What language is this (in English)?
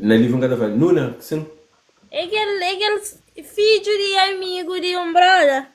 Kabuverdianu